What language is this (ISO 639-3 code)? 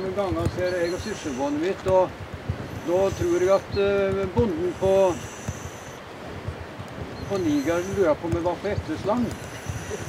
nor